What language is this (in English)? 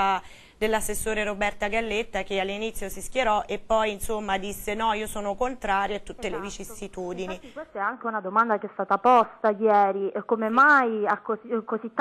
Italian